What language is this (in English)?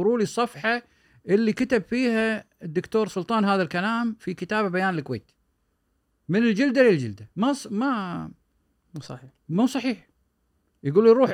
Gulf Arabic